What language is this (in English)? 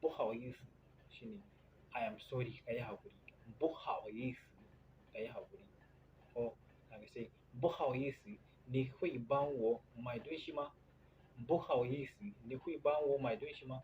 Hausa